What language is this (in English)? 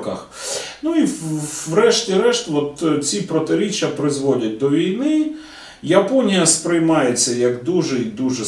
Ukrainian